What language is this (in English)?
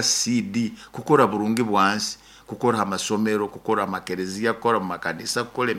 Nyoro